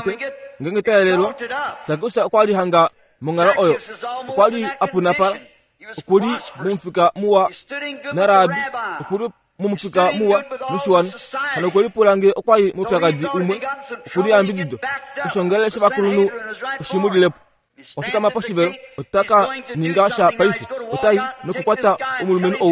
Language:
Kuanyama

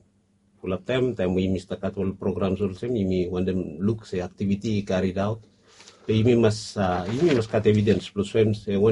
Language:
Bislama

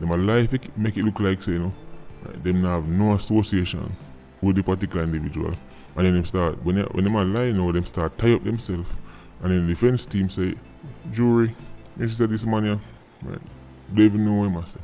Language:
Jamaican Creole English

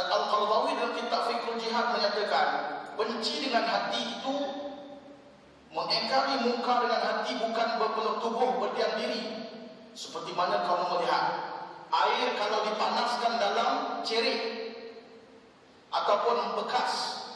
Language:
Malay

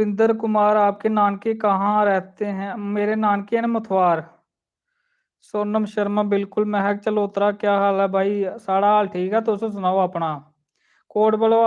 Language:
Dogri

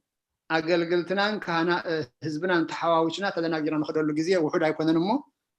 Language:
Tigrinya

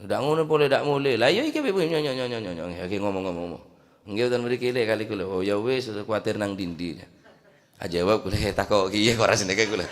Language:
Madurese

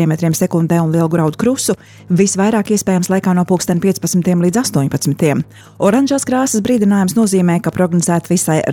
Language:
Latvian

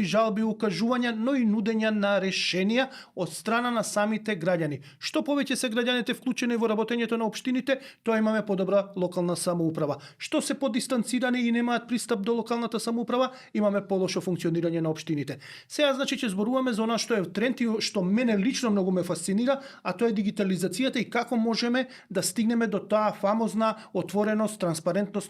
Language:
Macedonian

